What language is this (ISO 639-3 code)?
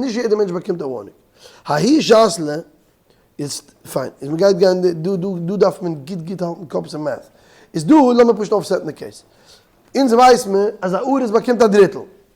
yid